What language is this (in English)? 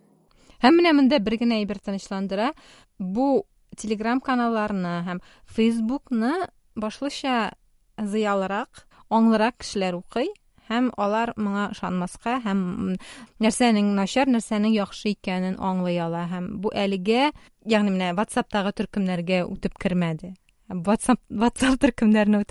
Tatar